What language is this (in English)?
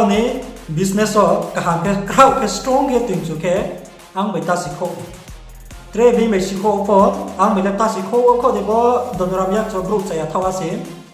Riang (India)